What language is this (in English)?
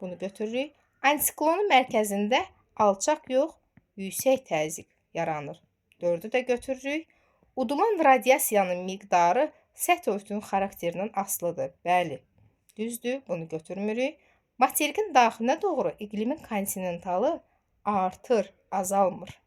Azerbaijani